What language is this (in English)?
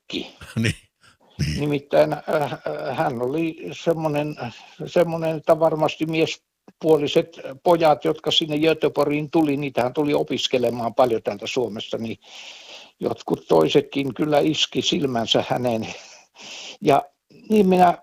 Finnish